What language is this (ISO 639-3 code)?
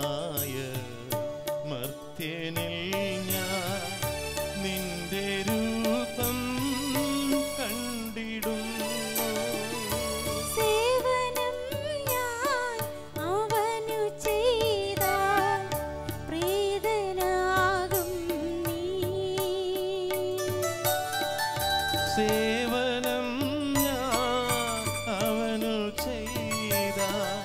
mal